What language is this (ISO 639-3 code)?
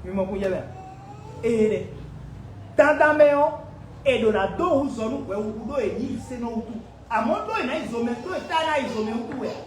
fon